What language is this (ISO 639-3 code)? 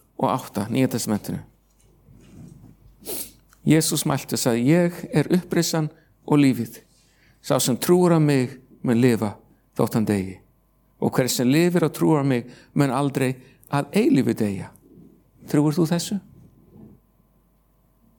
isl